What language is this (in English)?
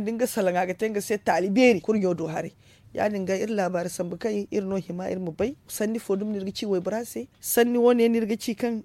Zarma